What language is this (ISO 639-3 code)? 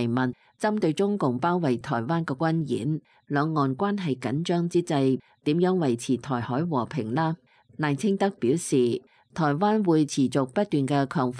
yue